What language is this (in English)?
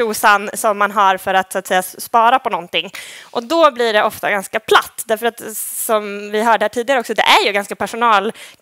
Swedish